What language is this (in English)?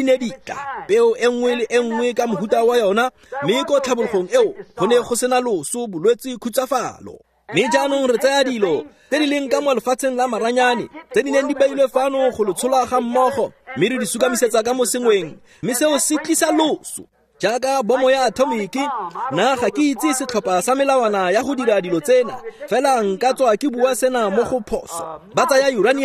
Tswana